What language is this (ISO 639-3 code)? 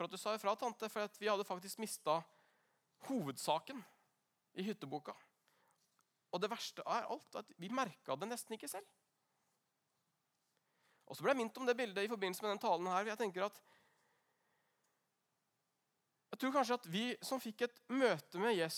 nor